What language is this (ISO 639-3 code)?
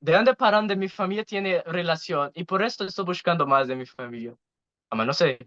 lad